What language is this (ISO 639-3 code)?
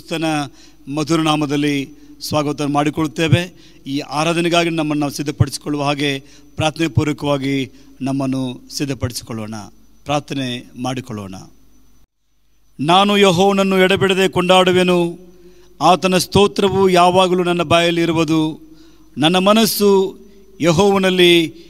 kan